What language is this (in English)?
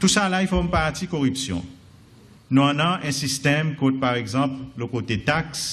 Seselwa Creole French